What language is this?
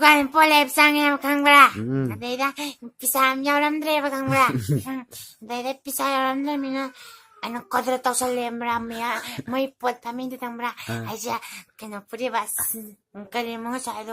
Manipuri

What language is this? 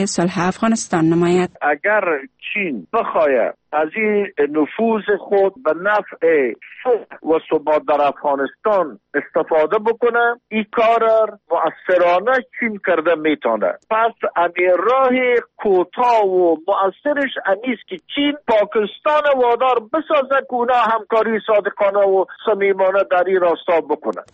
Persian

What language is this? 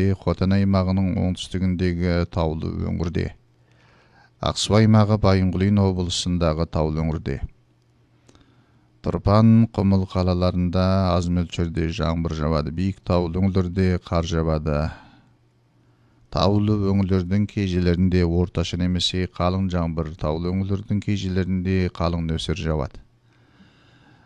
Kazakh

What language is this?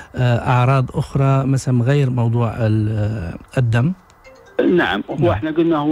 Arabic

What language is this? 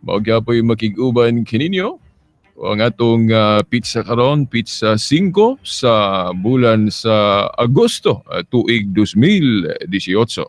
Cebuano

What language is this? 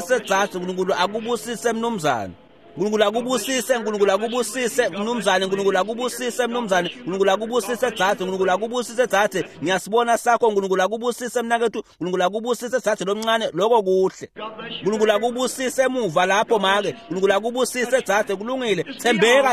Swati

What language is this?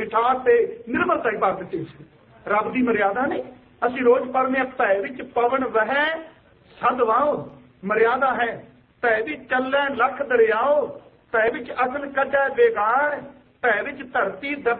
Punjabi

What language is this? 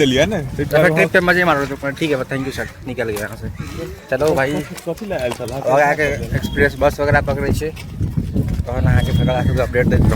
Maithili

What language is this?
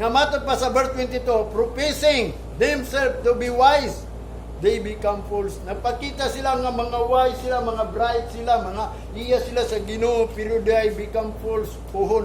Cebuano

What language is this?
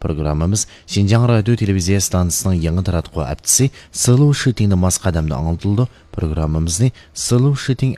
Uyghur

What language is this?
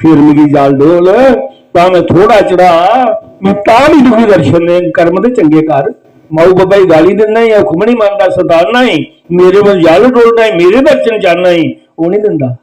Dogri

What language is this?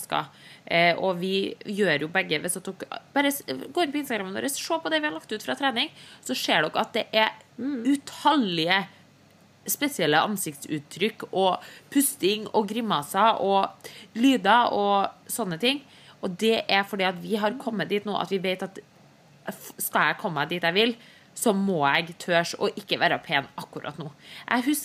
Norwegian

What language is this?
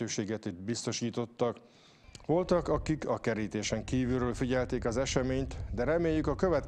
Hungarian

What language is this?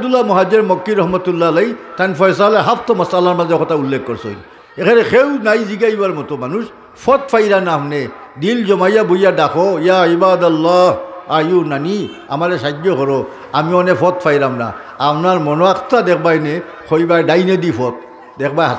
Sylheti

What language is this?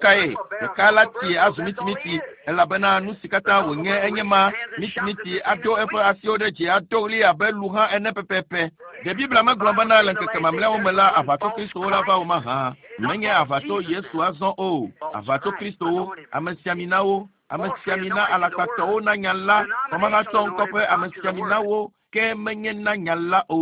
Ewe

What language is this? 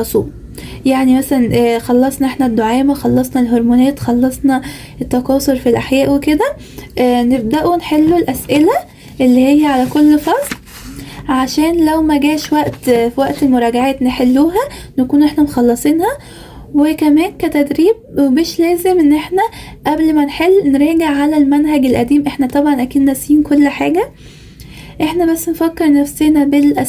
Egyptian Arabic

